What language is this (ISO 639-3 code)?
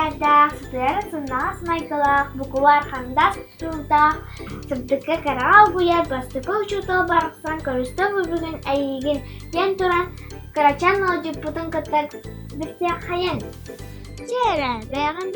sah